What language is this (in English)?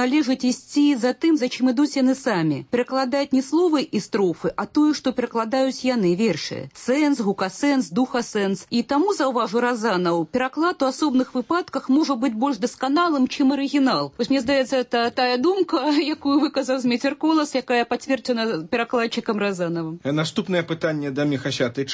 Belarusian